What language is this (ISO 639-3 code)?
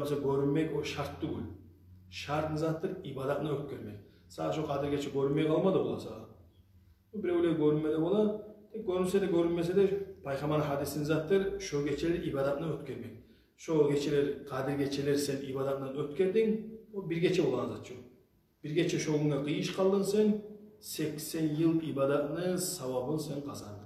kum